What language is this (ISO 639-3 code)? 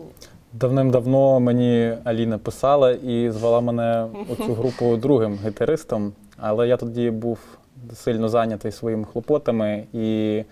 ukr